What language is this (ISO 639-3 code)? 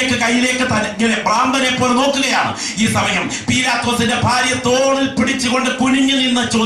mal